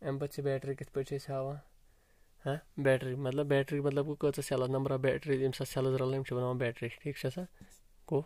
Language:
Kashmiri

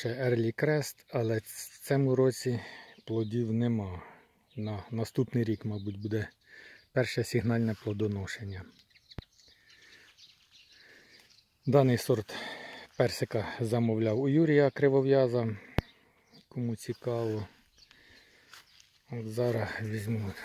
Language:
Ukrainian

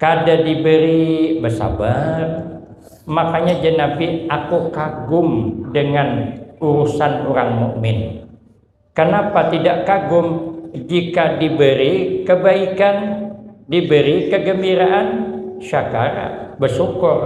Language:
Banjar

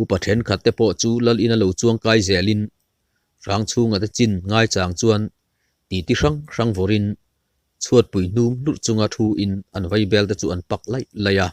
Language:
Mizo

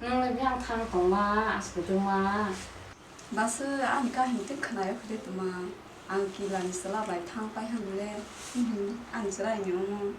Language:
Kok Borok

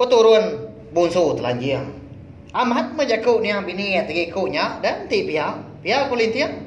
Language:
Iban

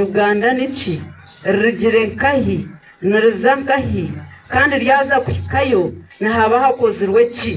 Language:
Nyankole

